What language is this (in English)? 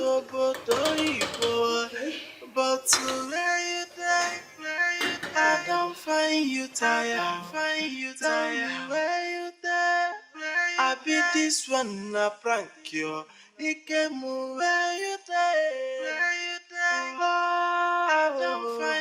Nigerian Pidgin